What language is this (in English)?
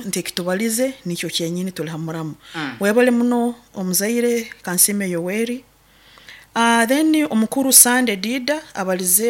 Nyoro